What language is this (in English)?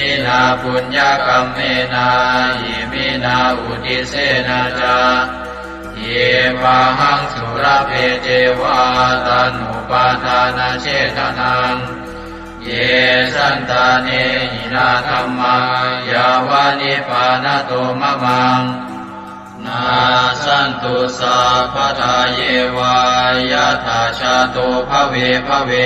Pali